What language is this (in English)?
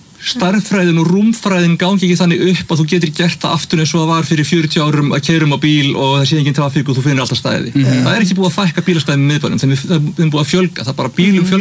Icelandic